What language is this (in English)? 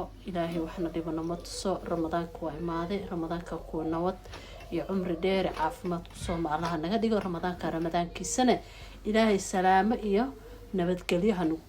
Somali